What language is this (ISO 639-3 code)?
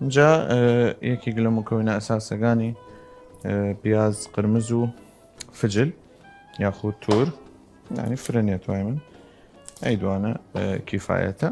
sdh